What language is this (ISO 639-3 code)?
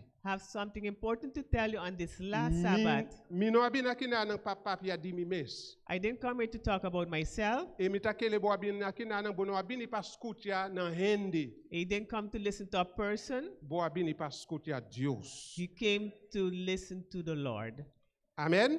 pap